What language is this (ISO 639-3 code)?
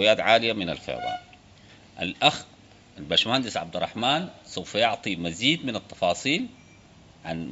apd